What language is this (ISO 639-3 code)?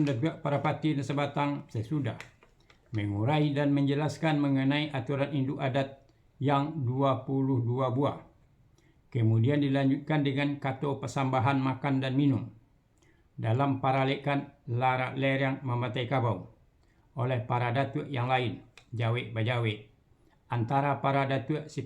min